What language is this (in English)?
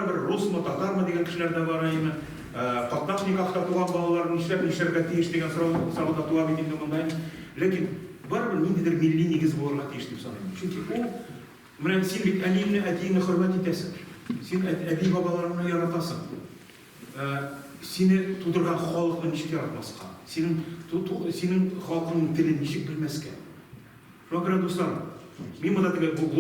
Tatar